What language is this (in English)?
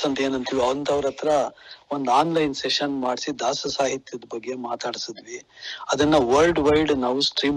Kannada